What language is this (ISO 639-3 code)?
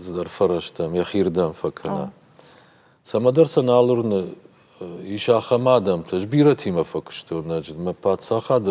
oss